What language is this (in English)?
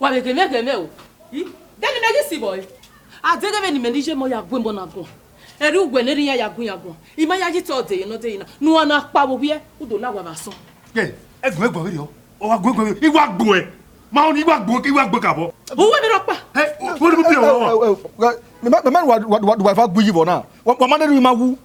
Bini